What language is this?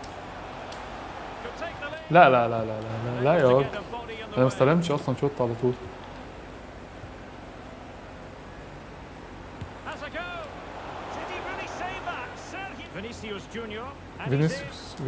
Egyptian Arabic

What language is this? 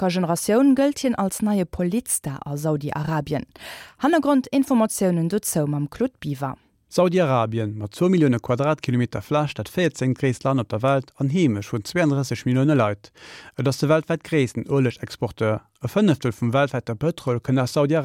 Luxembourgish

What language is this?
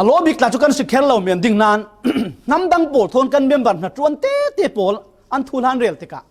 Falam Chin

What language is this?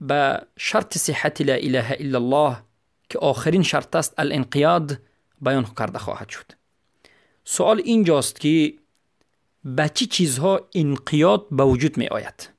Persian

